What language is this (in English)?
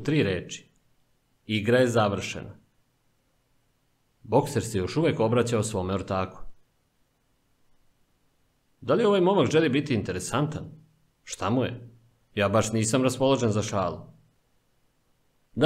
Serbian